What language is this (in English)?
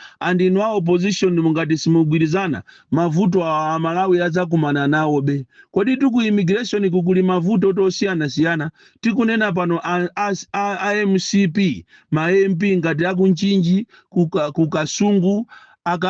Nyanja